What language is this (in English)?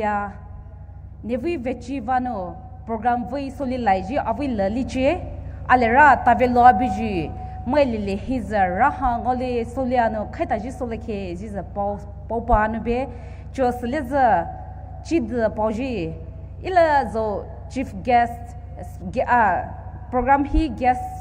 Poumei Naga